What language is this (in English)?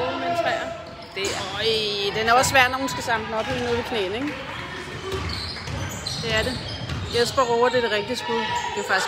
Danish